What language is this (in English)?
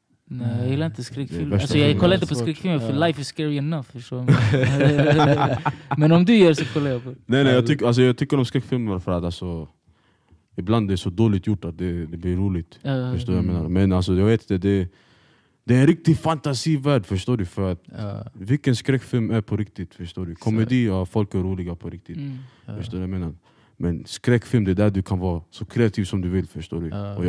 Swedish